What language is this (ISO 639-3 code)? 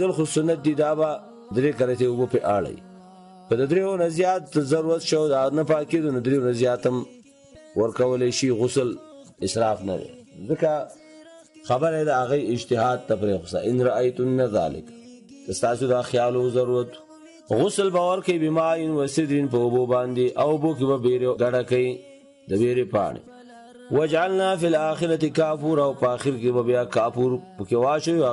pus